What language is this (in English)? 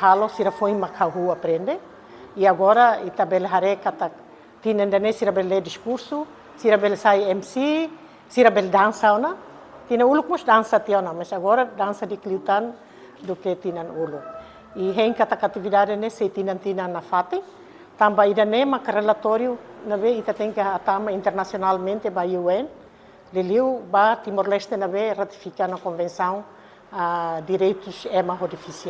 Tetum